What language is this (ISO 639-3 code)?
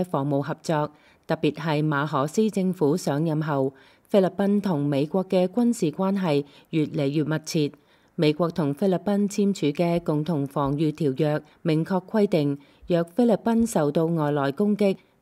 yue